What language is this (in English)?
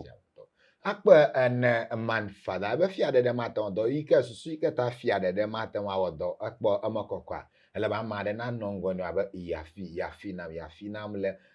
Ewe